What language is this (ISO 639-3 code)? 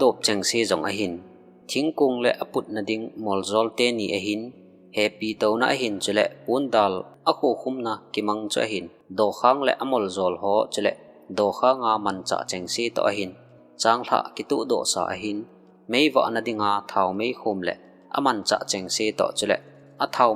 tcz